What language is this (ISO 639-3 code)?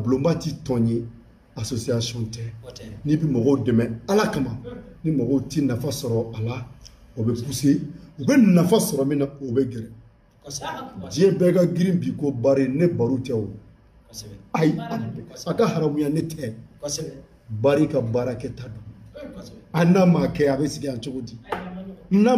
bam